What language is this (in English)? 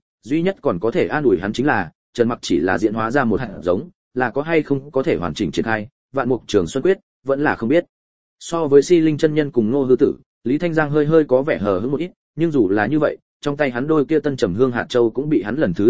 Vietnamese